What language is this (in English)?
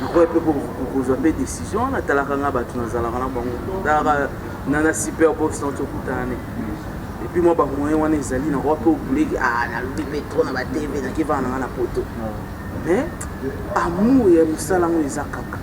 Lingala